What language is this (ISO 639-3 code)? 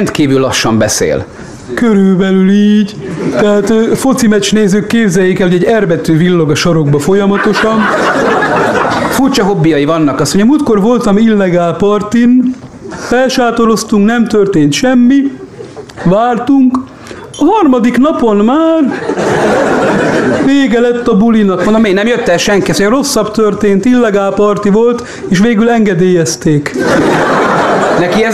hun